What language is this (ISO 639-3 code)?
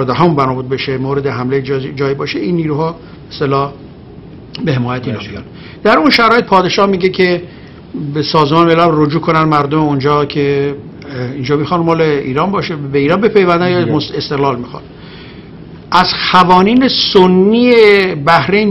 fas